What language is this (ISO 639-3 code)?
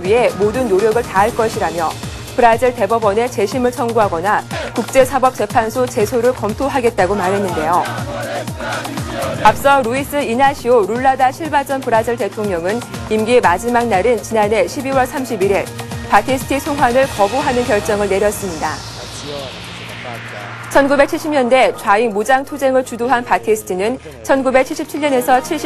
kor